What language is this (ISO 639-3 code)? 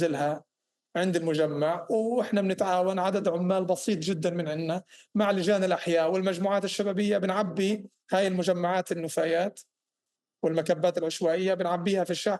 apc